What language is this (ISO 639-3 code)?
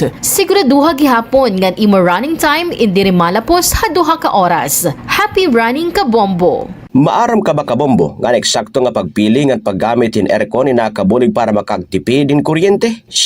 war